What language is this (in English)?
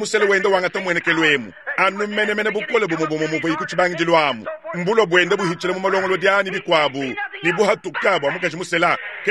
Luba-Lulua